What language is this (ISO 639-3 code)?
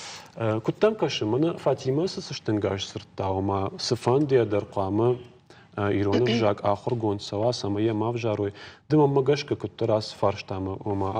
oss